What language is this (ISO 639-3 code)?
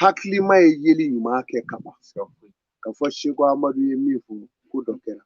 bam